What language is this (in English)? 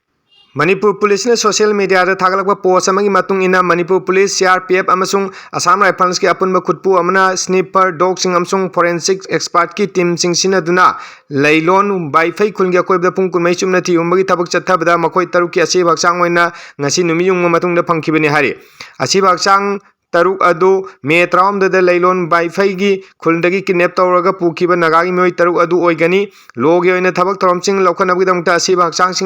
Manipuri